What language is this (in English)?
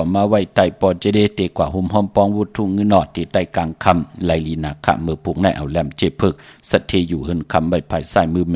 Shan